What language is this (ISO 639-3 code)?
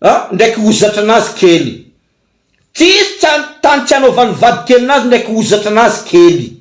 mlg